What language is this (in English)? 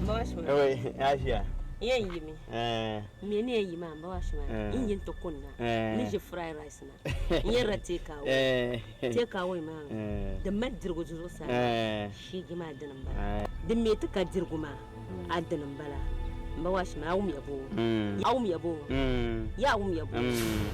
Dagbani